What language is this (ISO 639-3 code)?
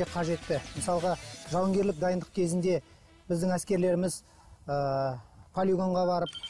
kaz